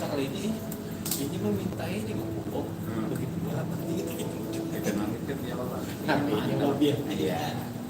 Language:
Banjar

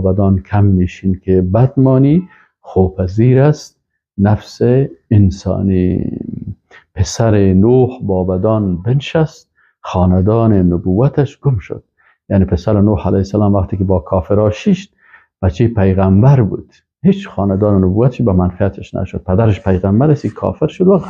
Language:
Persian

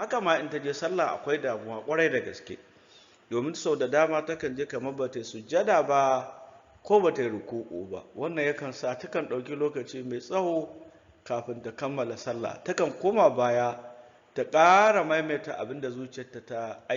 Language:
Hausa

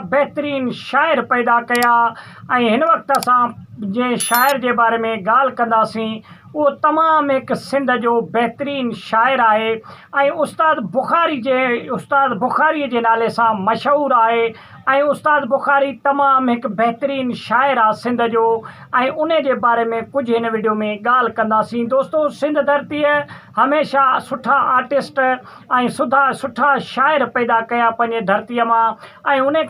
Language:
Sindhi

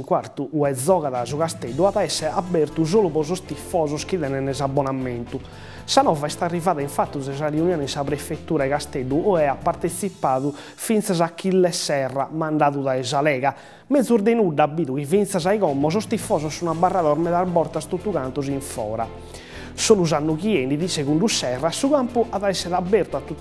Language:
Sardinian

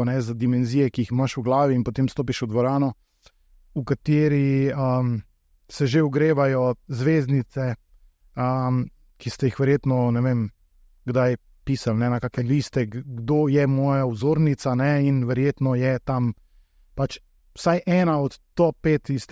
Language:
Slovenian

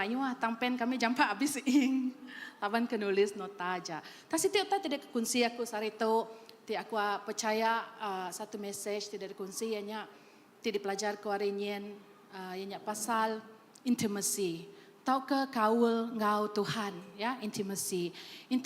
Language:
Iban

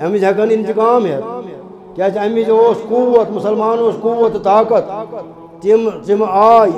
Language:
Kashmiri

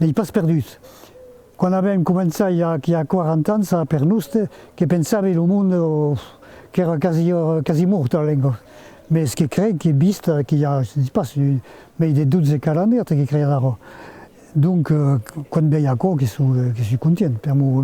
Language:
Occitan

